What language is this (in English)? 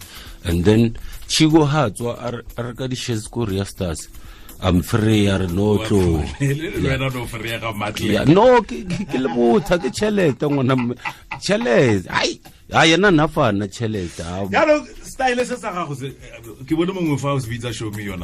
Tswana